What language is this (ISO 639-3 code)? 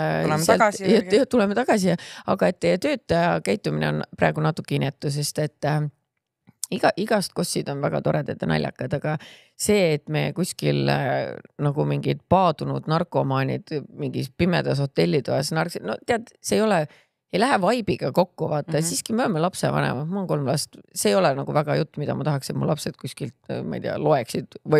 est